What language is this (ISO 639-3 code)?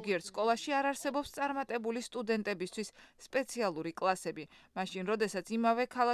kat